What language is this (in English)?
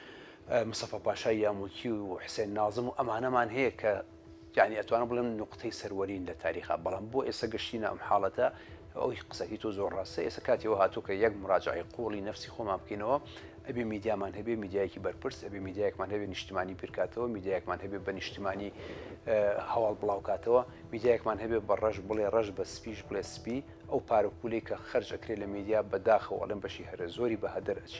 Central Kurdish